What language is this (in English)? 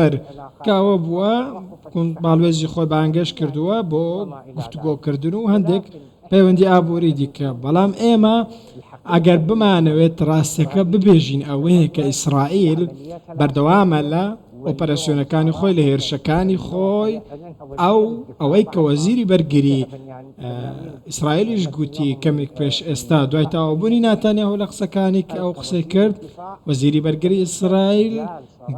Central Kurdish